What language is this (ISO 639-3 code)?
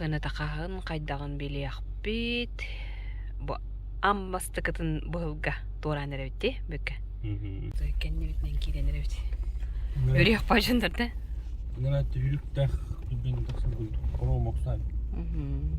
sah